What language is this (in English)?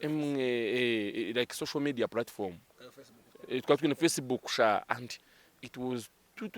Nyankole